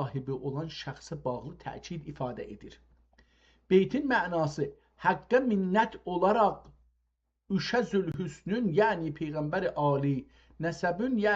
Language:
South Azerbaijani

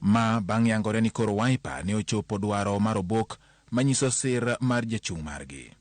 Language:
Luo (Kenya and Tanzania)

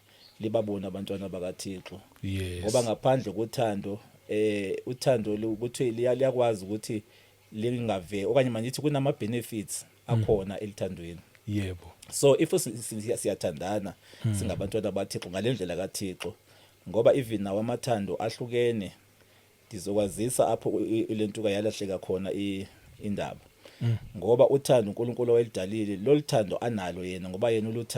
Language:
Zulu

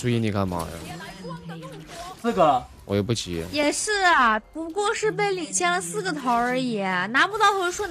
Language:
Chinese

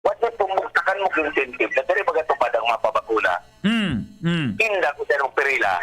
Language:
Bikol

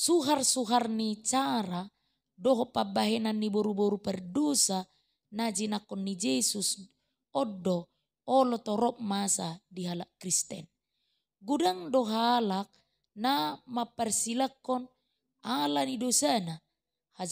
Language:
Batak Toba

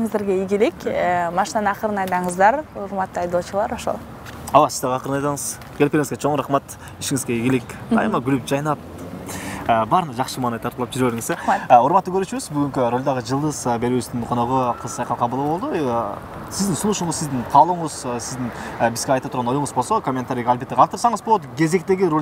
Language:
Kyrgyz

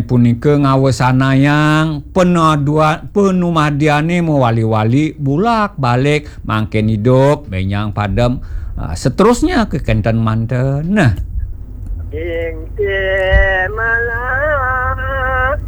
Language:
Balinese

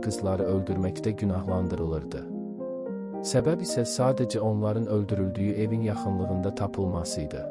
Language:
Azerbaijani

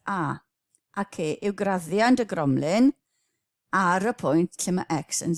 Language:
Welsh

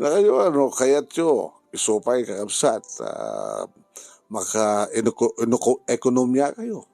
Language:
Iloko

